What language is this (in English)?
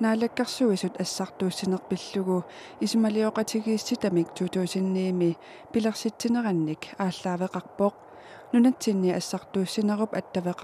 Kalaallisut